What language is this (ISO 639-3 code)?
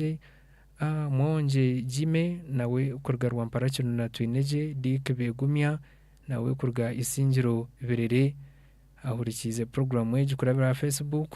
nyn